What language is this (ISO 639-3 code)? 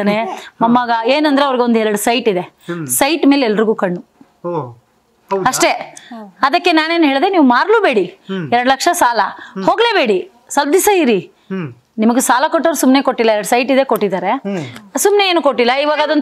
kan